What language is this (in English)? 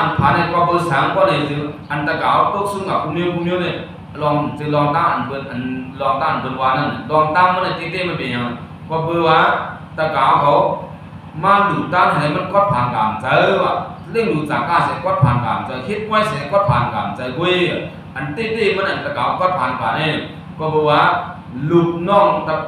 Shan